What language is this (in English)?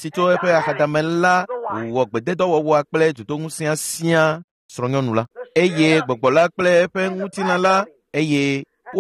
Ewe